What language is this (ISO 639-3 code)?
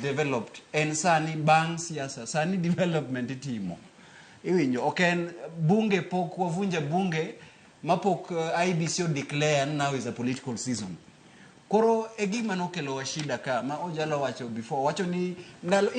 luo